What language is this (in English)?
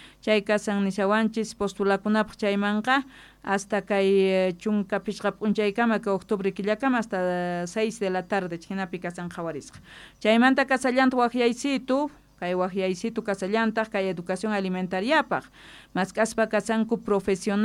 South Bolivian Quechua